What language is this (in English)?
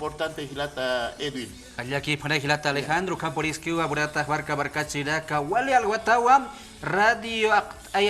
Aymara